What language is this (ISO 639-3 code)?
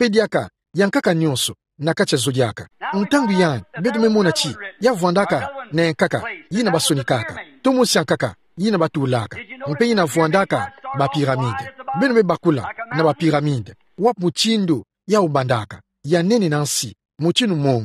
ktu